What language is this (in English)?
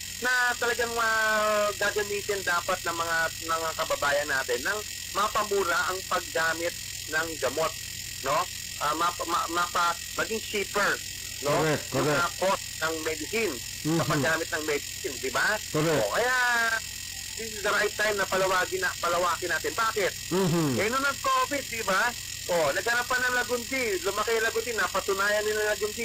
Filipino